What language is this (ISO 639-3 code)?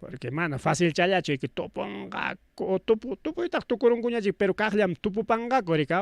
quy